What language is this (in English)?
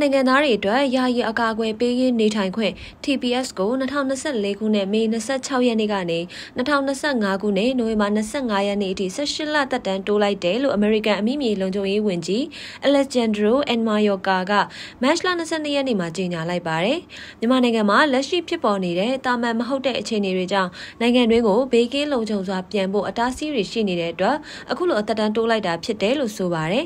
Burmese